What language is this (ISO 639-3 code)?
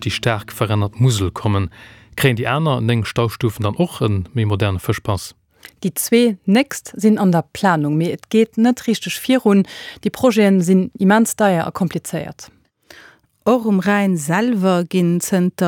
ltz